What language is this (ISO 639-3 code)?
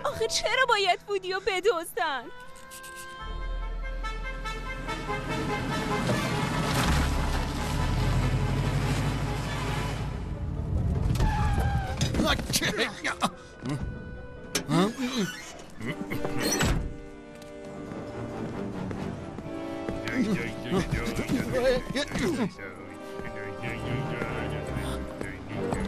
fas